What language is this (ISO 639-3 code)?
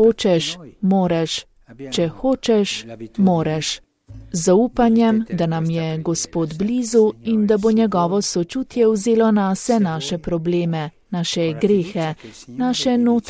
slv